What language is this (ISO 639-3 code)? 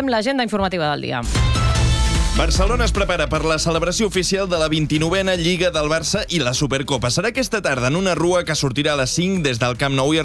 cat